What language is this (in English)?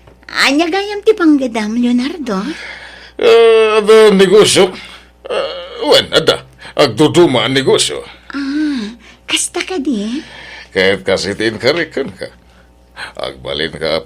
Iloko